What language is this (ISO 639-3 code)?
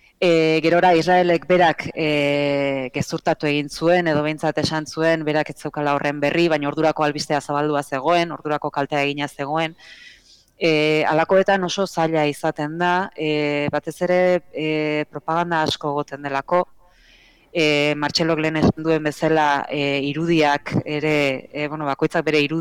eus